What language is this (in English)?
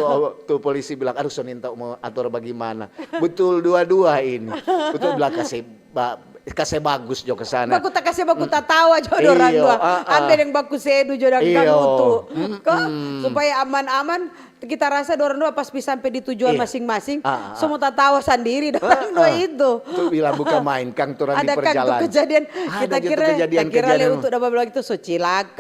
Manado Malay